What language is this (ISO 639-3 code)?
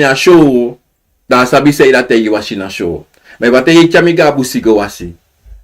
srn